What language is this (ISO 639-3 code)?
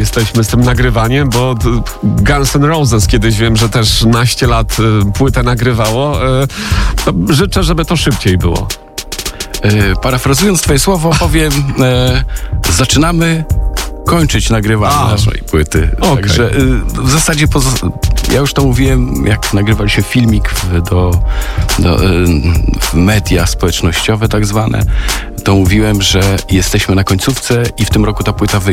pol